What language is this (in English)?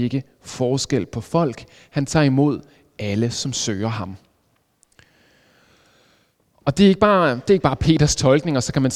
Danish